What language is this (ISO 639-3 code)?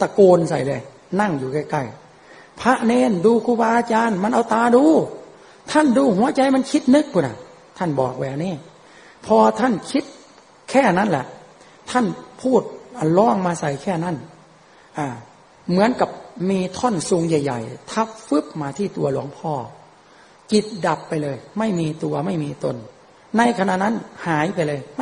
tha